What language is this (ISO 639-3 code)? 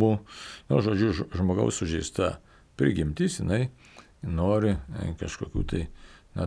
lit